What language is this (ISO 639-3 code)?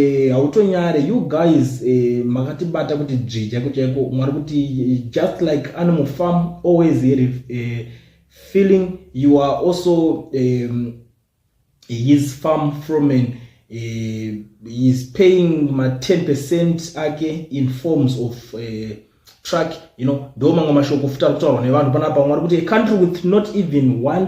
sna